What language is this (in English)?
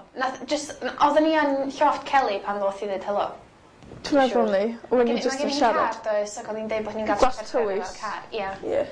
Welsh